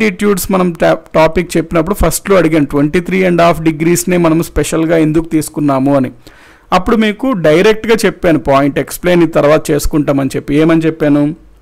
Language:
Telugu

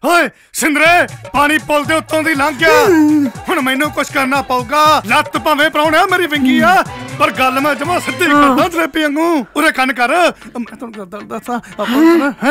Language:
Punjabi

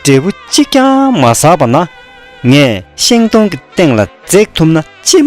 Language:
Tibetan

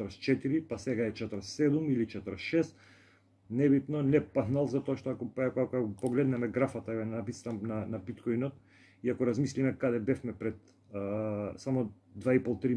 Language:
Macedonian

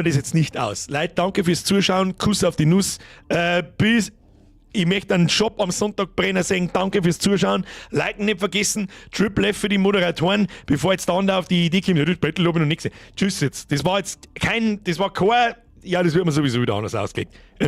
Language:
Bavarian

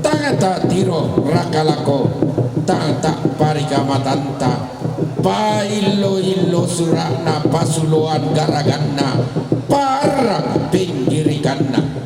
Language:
Toraja-Sa'dan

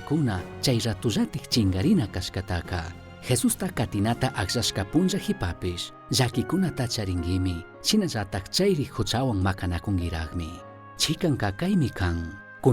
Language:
Chimborazo Highland Quichua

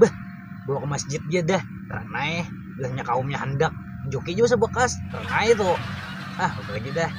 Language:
Banjar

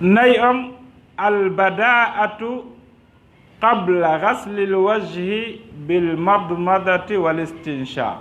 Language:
Fula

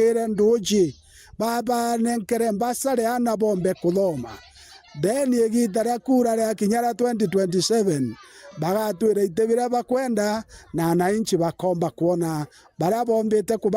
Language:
Meru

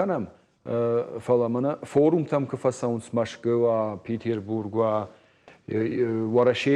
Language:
Ossetic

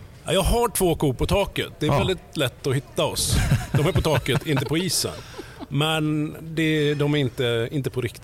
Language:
Swedish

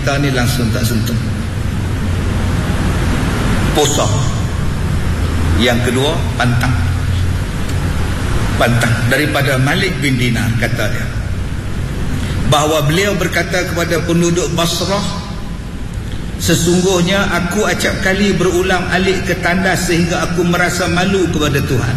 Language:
Malay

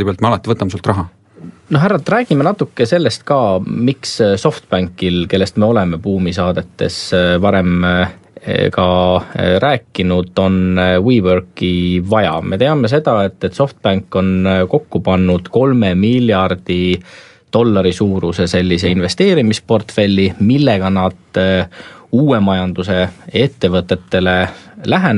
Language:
Estonian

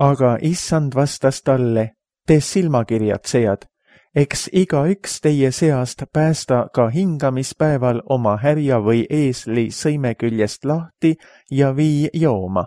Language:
Estonian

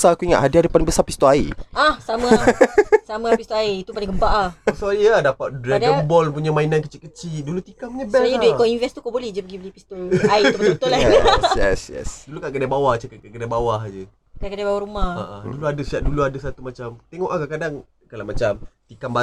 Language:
Malay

